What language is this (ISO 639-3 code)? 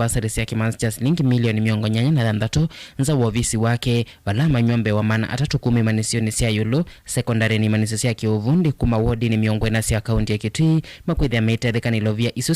kam